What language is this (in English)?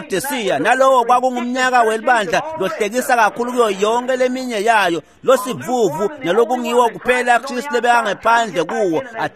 Swati